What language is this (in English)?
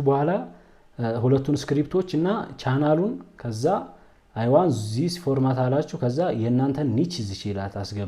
Amharic